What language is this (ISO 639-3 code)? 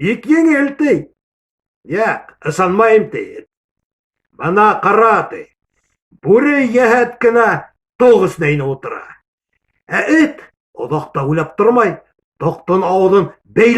bak